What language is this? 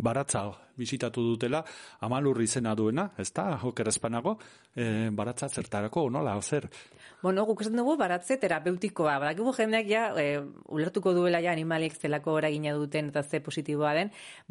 Basque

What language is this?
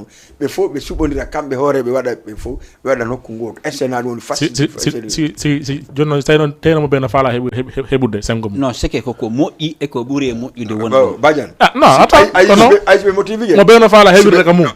Fula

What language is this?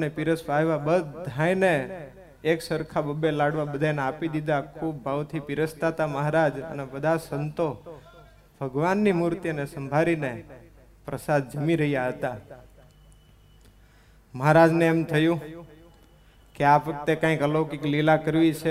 Gujarati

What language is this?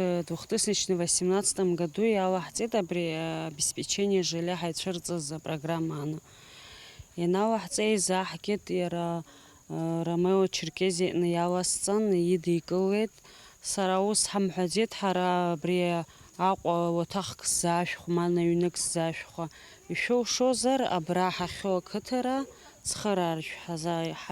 Abkhazian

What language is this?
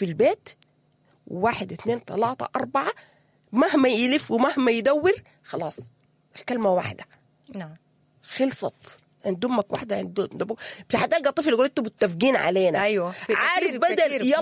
Sudanese Arabic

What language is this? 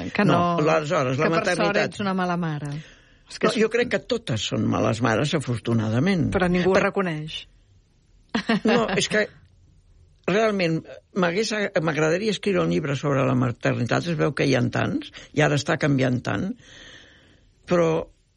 Catalan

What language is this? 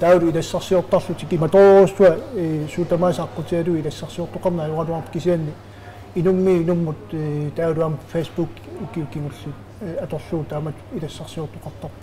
Kalaallisut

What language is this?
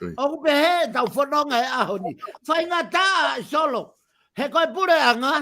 Tongan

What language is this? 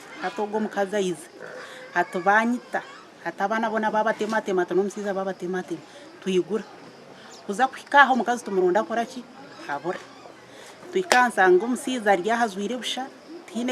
Nyankole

